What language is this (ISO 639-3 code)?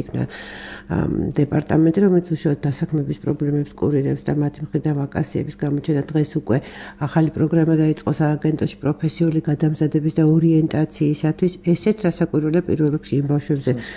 kat